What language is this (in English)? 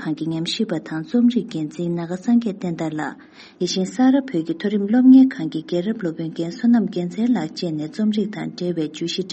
Tibetan